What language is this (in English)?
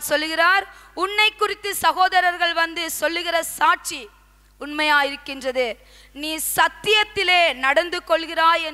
Tamil